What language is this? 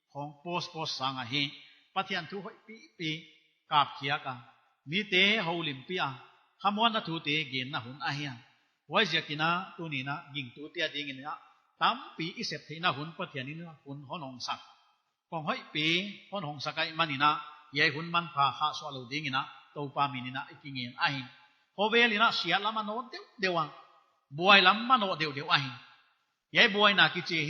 Paite Chin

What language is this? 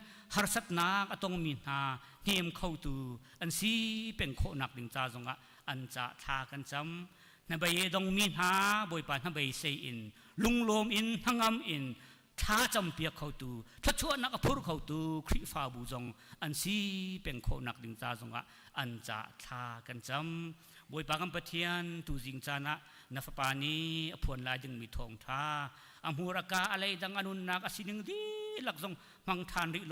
Hakha Chin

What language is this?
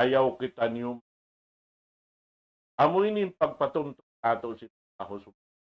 Tausug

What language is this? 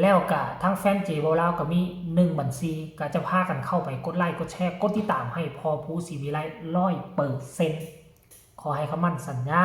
Northeastern Thai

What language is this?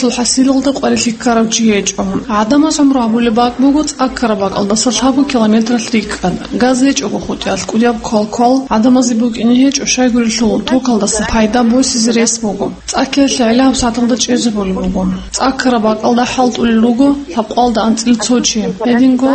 Avaric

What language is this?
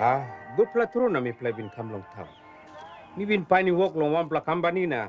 Tok Pisin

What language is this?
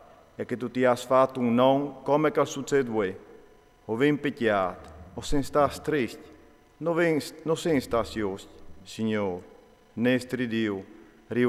Friulian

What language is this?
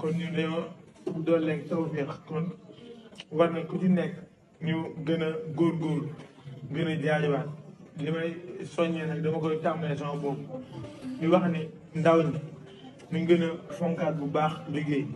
Wolof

